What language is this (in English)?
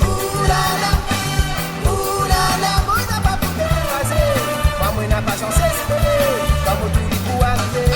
Réunion Creole French